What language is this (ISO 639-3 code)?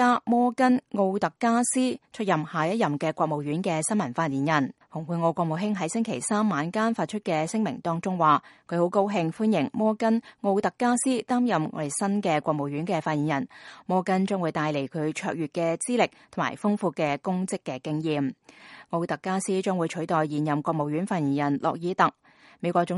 yue